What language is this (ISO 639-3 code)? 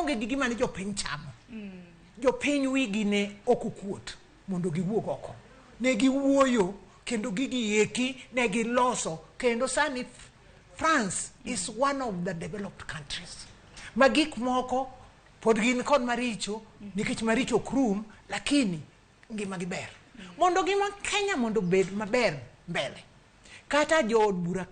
luo